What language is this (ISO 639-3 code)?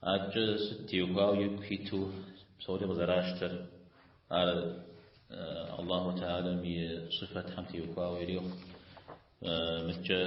kbd